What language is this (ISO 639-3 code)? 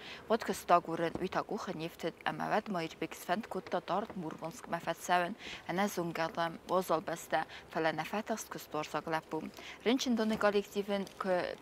oss